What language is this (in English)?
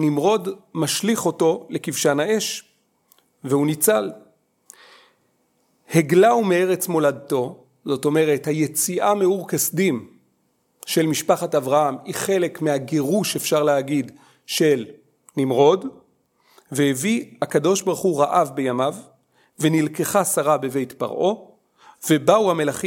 Hebrew